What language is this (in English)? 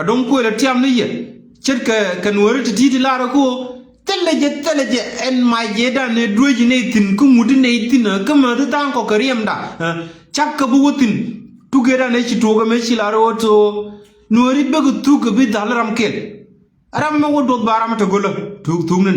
Nuer